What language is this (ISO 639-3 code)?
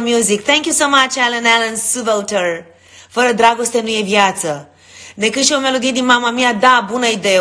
ron